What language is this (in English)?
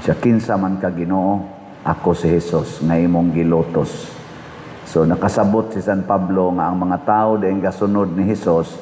Cebuano